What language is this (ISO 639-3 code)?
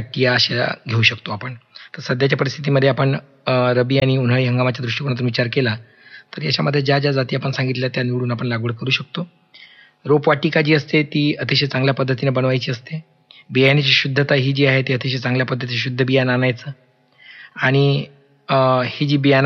mar